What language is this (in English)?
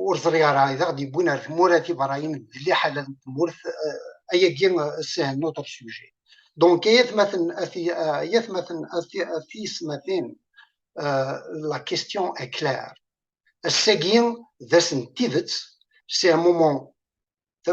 Kabyle